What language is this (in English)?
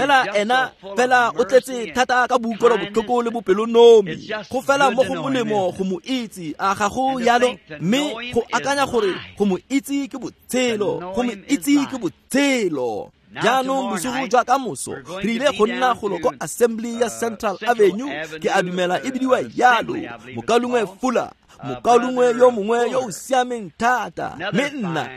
Tswana